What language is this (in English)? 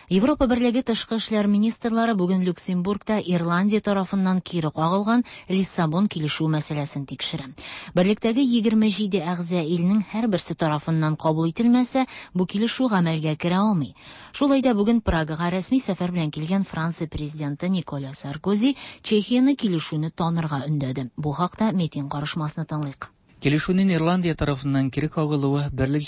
Tatar